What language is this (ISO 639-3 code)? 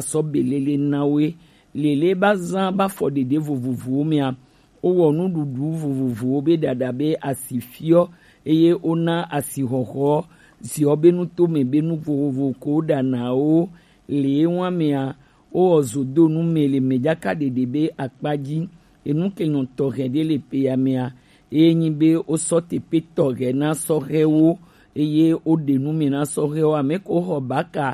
gej